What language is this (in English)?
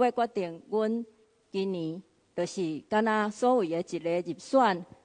Min Nan Chinese